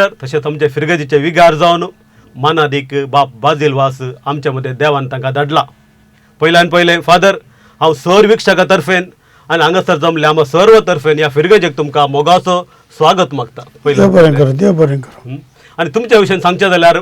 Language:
Konkani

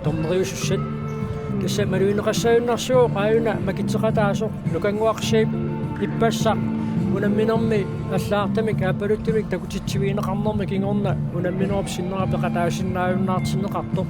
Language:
Kalaallisut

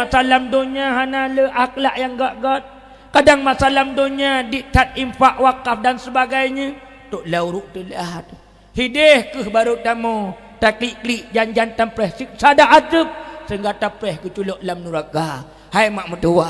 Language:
Achinese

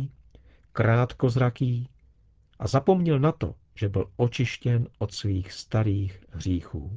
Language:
Czech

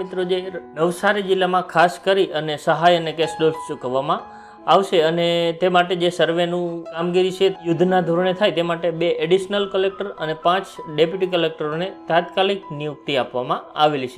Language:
Gujarati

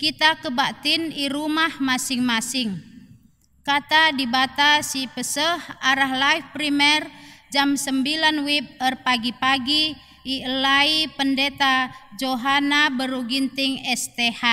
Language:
Batak Karo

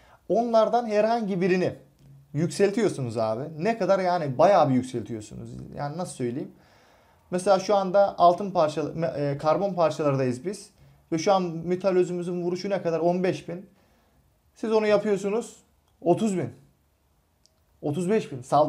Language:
Turkish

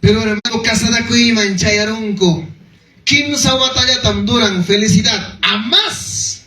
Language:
Ayacucho Quechua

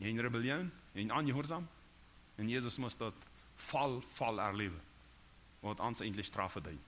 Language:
Plautdietsch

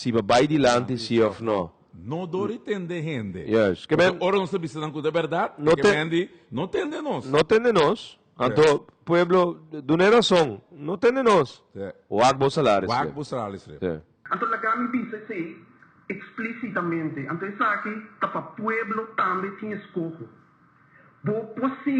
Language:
Papiamento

